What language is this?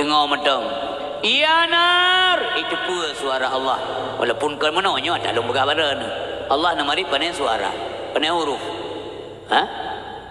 Achinese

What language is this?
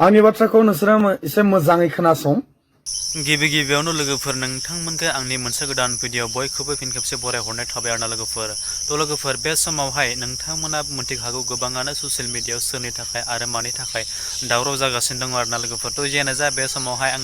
Bodo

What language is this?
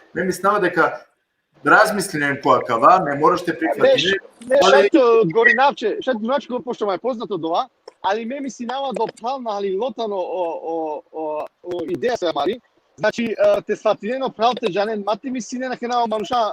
Balkan Romani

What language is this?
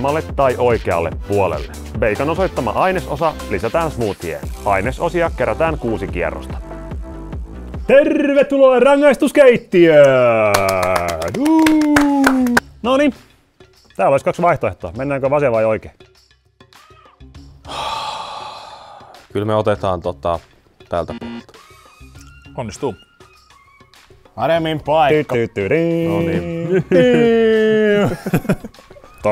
Finnish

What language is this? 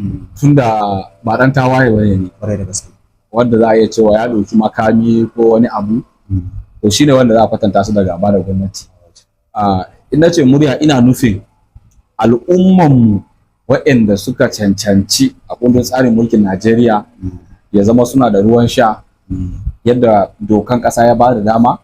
Hausa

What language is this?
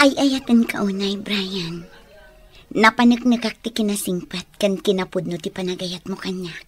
Iloko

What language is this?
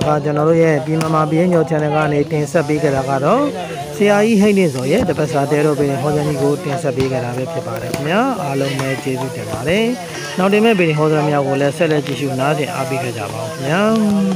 Burmese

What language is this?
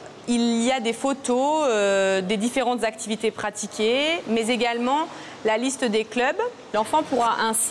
French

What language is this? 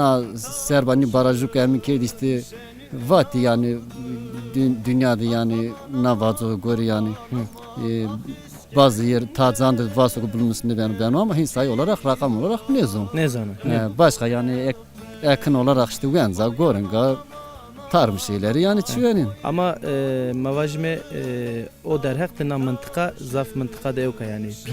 Zaza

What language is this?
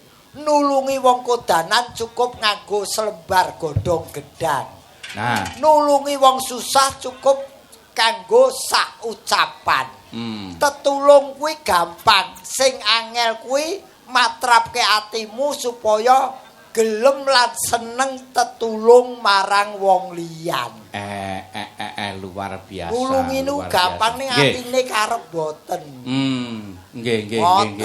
Javanese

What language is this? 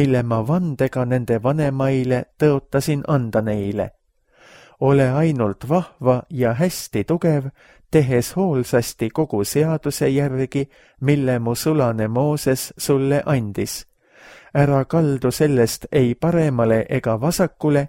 Estonian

